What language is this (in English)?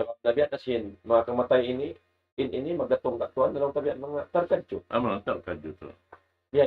Tausug